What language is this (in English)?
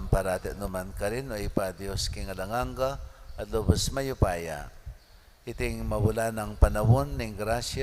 Pampanga